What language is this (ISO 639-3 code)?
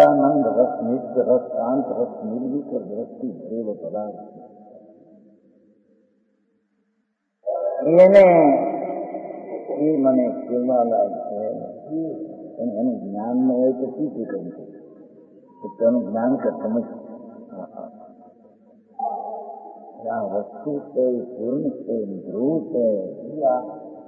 guj